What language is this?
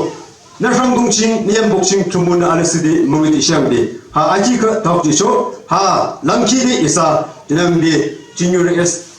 Yimchungru Naga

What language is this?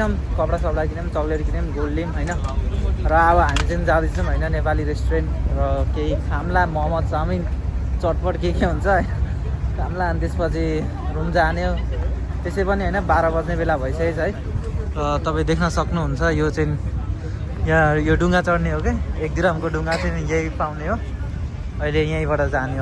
Nepali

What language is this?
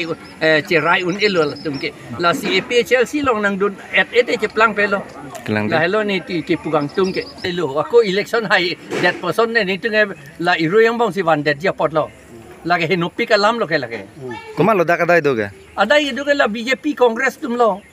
Karbi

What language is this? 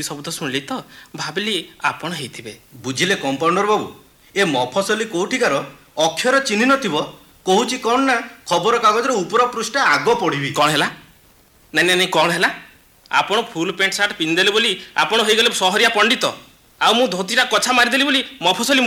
Odia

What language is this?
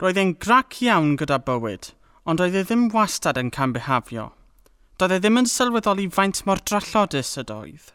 Welsh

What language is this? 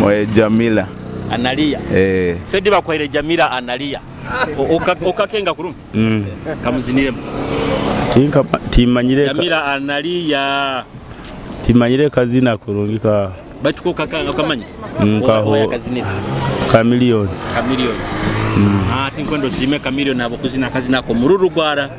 Nyoro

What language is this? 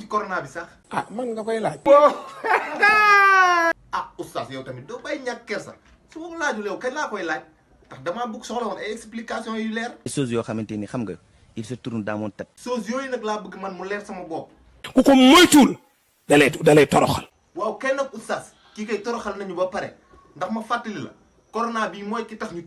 Wolof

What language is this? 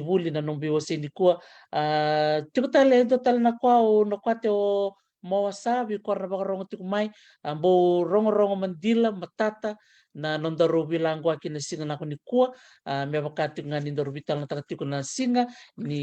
Fijian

